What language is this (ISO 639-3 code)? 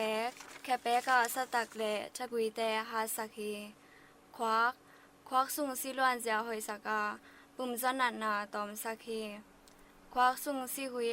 ctd